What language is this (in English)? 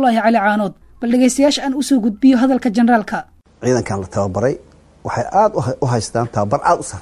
Somali